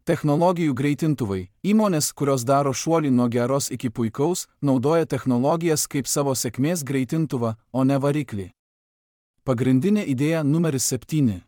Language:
Lithuanian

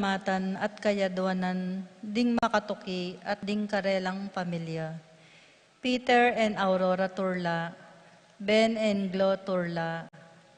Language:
Pampanga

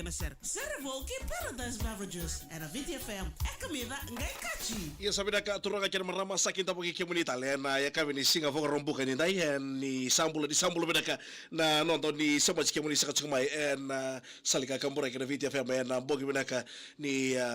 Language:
Fijian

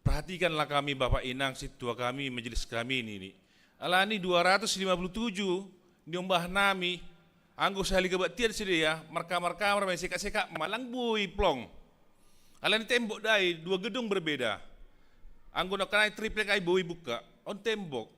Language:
Batak Simalungun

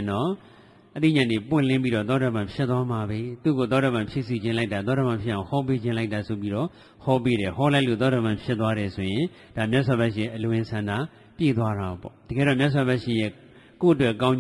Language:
Burmese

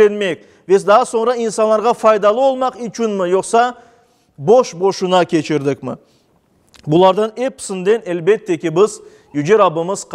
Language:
Crimean Tatar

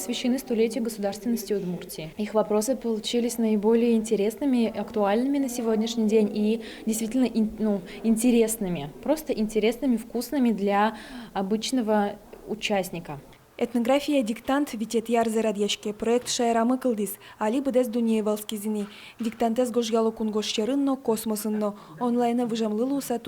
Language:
Udmurt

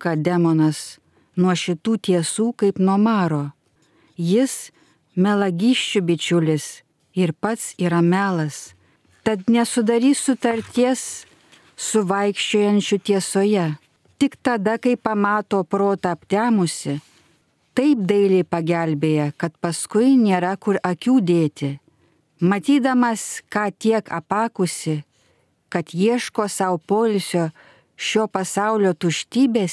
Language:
Lithuanian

